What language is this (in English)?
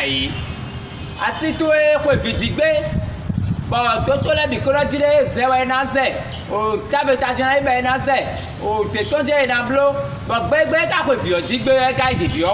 Fon